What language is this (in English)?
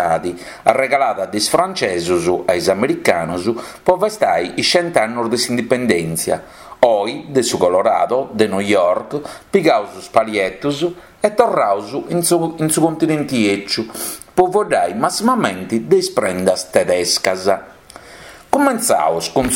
Sardinian